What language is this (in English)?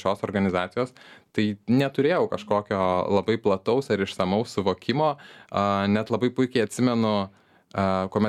Lithuanian